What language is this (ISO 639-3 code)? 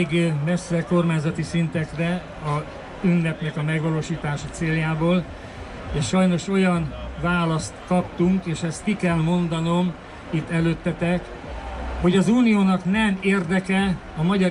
hun